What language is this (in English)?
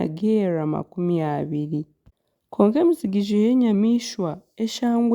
Nyankole